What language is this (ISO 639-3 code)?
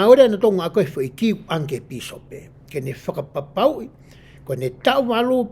ton